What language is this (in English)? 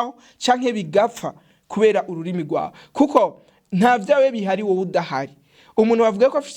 Rundi